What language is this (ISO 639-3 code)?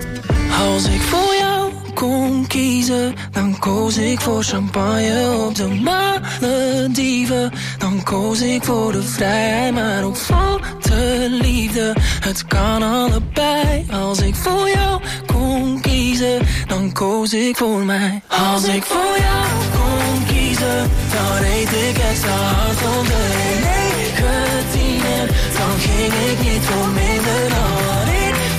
nld